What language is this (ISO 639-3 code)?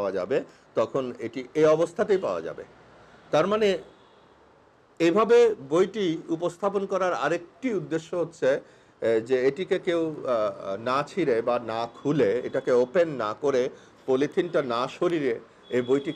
ben